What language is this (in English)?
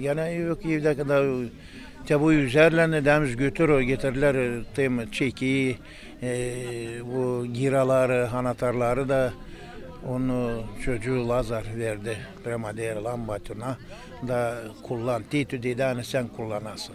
Gagauz